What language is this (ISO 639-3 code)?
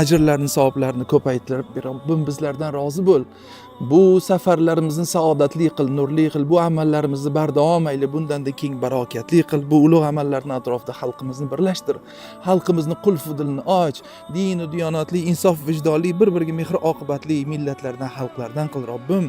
uzb